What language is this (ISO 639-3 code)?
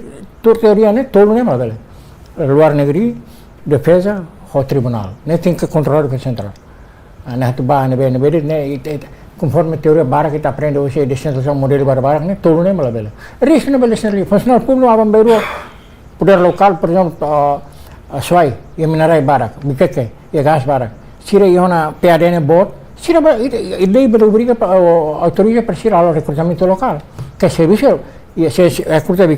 tet